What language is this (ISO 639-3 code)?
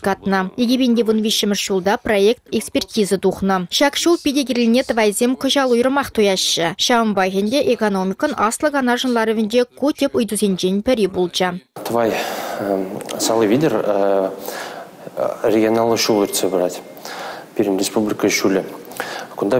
chv